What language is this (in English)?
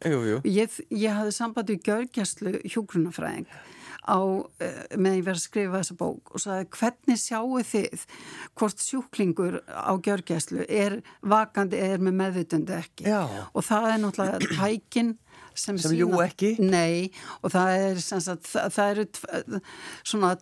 Icelandic